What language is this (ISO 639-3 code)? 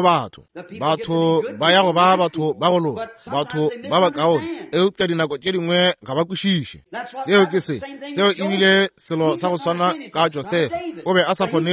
nso